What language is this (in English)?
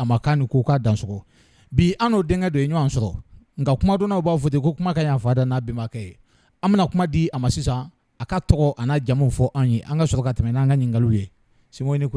Bambara